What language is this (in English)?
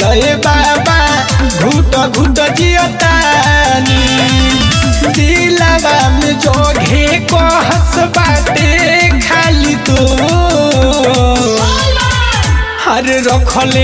Bhojpuri